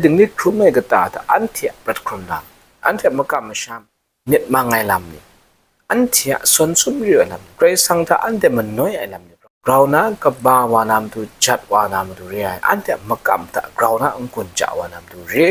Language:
Kachin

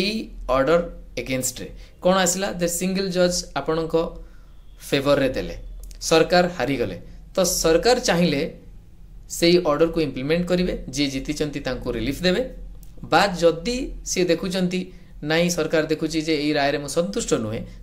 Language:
Odia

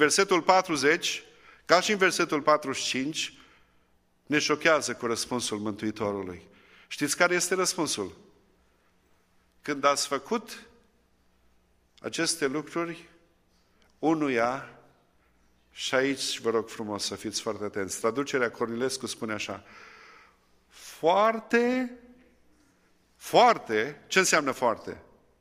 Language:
Romanian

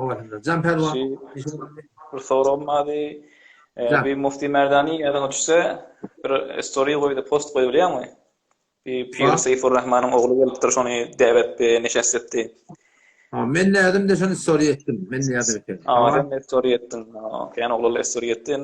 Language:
Turkmen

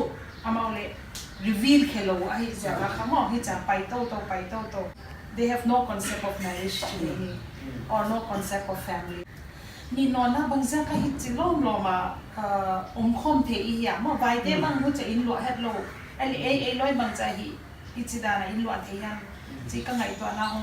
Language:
Paite Chin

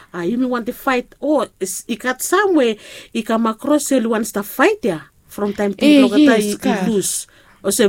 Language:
Bislama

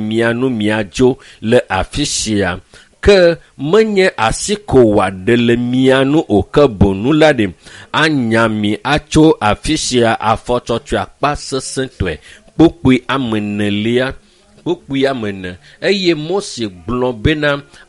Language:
Ewe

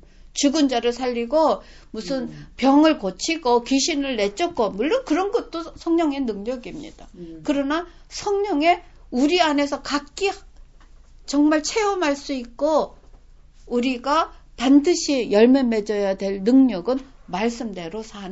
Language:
Korean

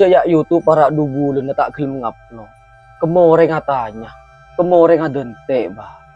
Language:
Madurese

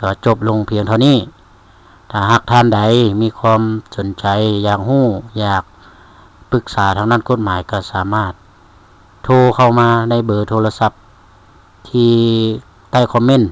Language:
Lao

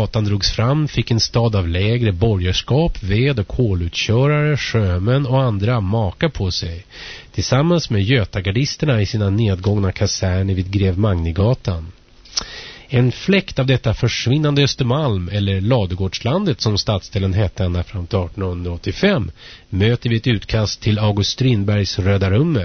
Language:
Swedish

